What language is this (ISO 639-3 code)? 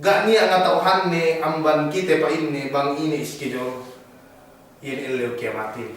yka